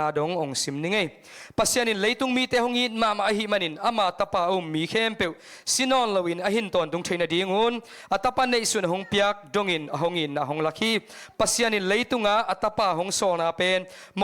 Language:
Tedim Chin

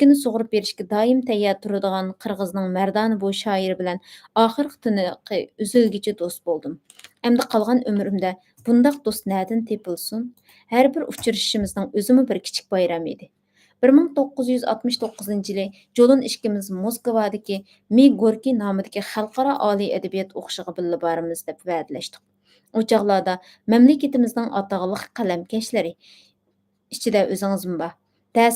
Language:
Uyghur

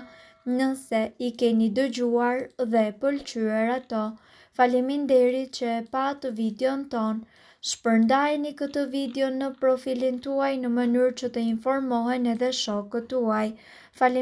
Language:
Albanian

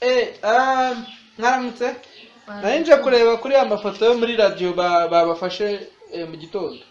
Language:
Kinyarwanda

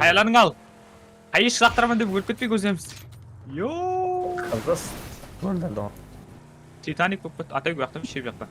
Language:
Kara-Kalpak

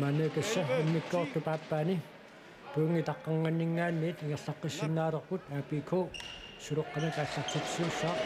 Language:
Kalaallisut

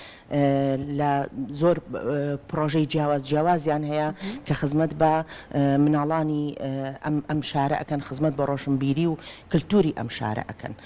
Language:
Central Kurdish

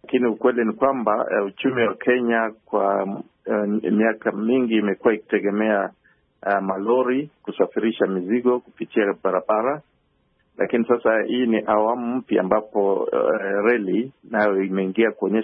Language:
Swahili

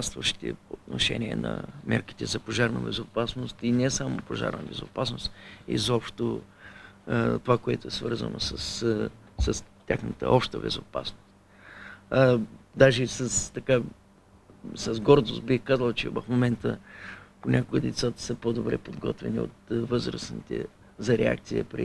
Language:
Bulgarian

